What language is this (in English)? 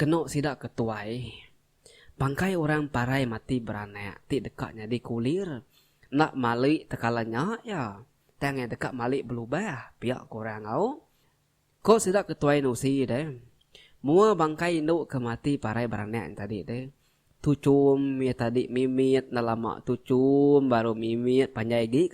Iban